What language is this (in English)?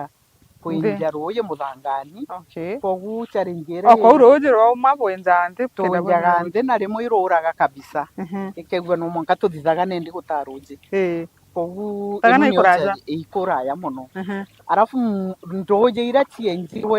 Meru